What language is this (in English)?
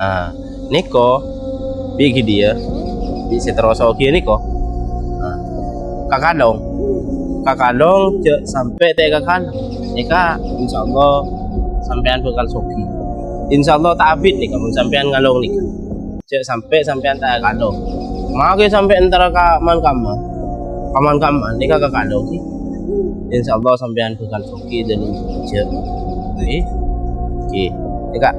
Madurese